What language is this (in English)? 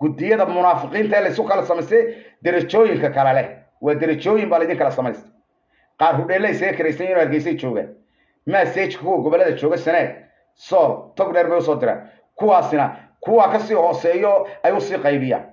Somali